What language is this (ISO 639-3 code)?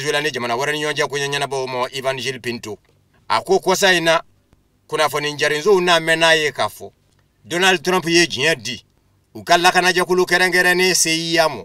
bam